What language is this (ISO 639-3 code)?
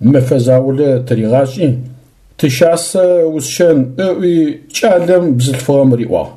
ady